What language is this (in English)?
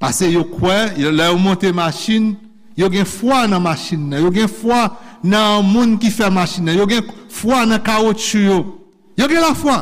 Haitian Creole